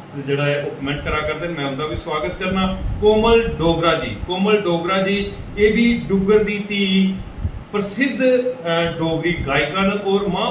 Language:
Dogri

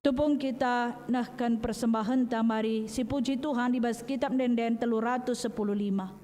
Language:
Batak Karo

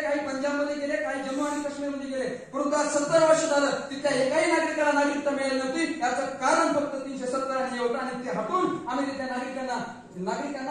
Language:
Marathi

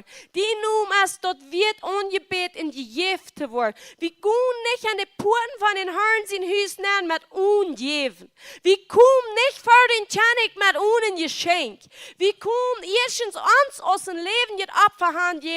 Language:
Plautdietsch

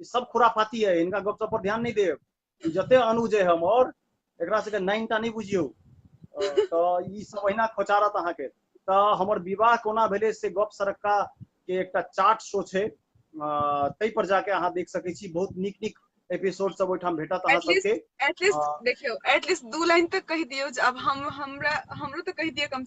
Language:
Maithili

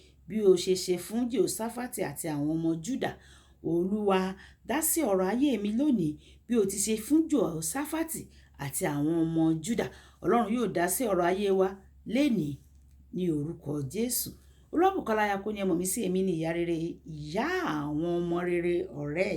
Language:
Yoruba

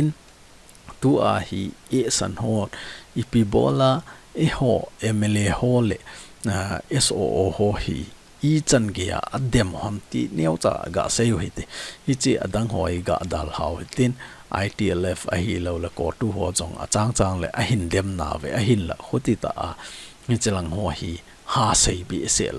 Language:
Thado Chin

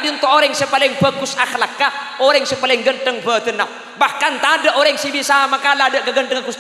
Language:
Madurese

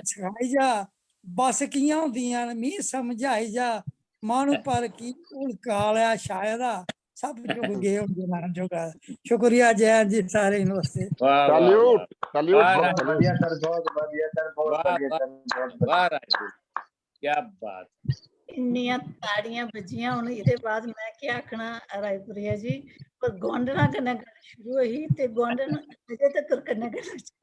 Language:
Dogri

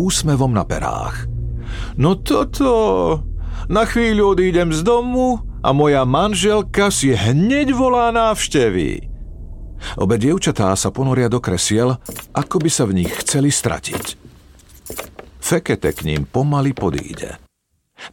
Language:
Slovak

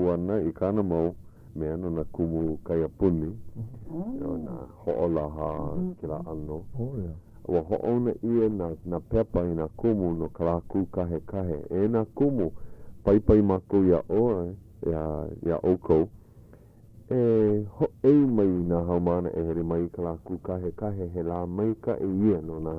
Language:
Hawaiian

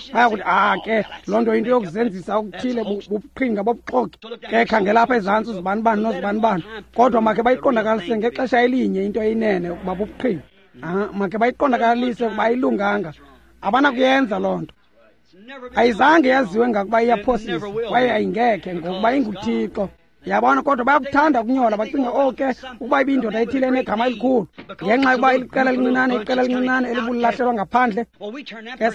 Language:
Xhosa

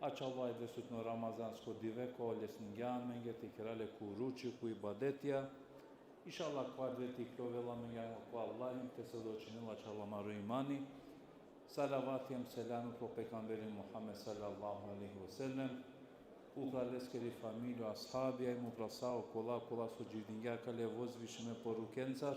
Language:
Balkan Romani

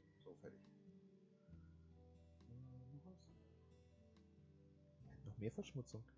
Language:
German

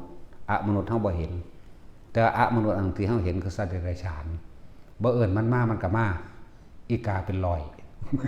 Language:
Lao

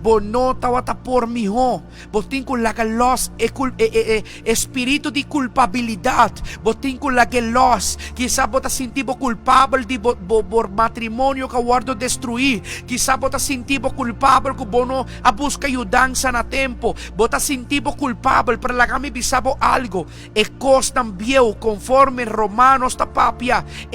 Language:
Papiamento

